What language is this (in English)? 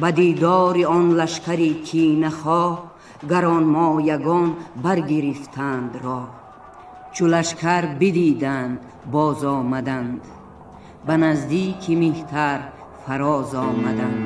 Tajik